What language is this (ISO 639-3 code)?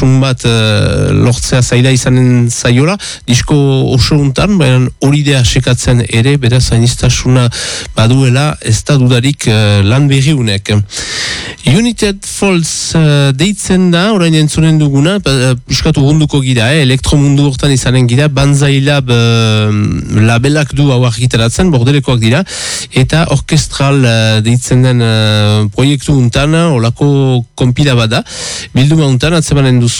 eus